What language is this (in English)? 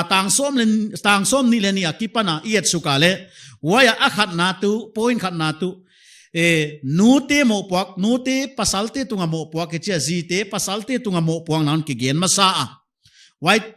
Paite Chin